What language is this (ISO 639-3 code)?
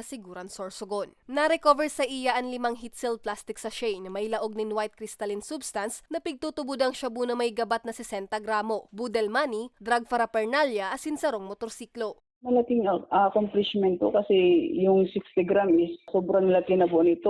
bik